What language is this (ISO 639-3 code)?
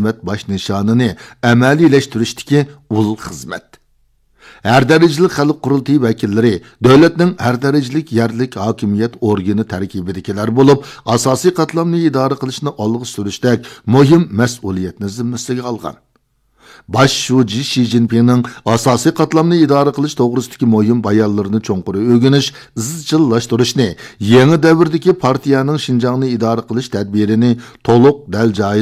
uig